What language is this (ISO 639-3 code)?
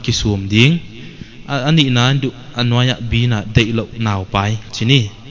pck